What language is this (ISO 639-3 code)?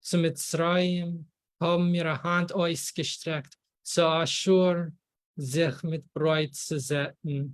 yid